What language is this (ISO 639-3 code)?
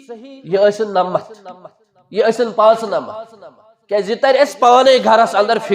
kas